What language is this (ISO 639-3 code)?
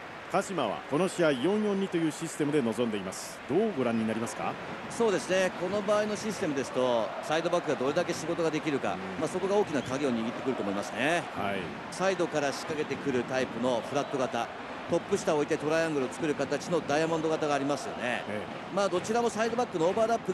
jpn